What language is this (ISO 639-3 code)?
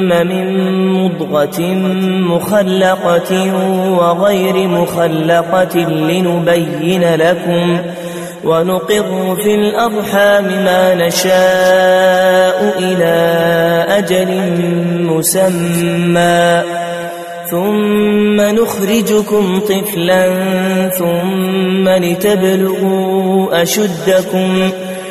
ara